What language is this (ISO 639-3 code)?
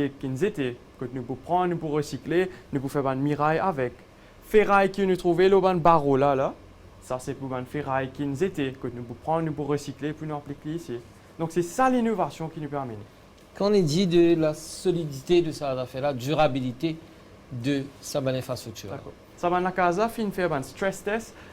mfe